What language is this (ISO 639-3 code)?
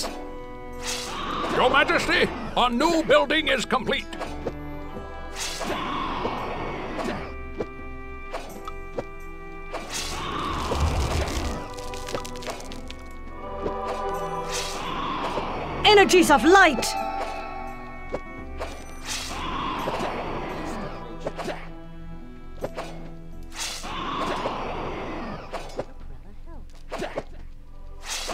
deu